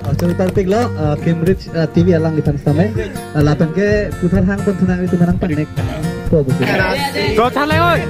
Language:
Karbi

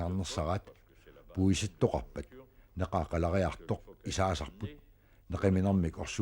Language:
Kalaallisut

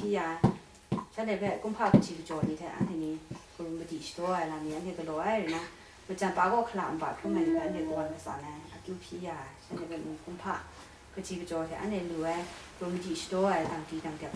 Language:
Kachin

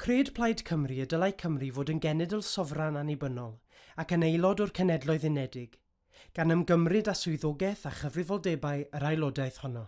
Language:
Welsh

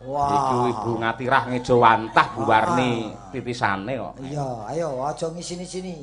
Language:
Javanese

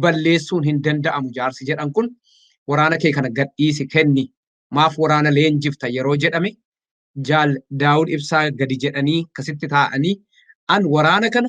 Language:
Oromo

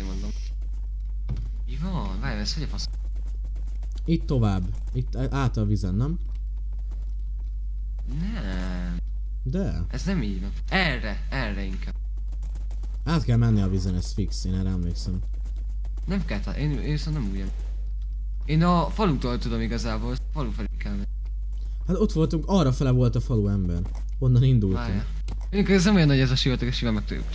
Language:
Hungarian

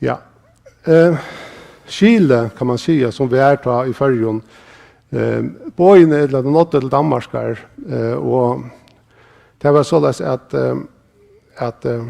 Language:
Faroese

